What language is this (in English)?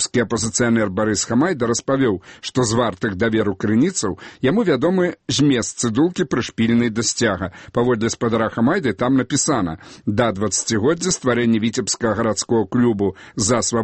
Belarusian